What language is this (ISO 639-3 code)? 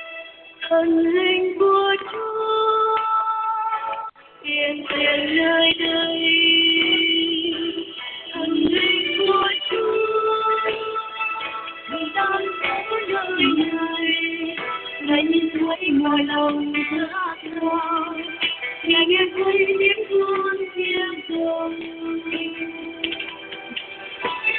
vie